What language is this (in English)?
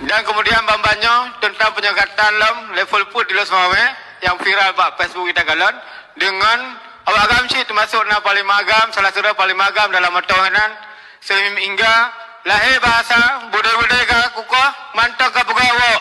Achinese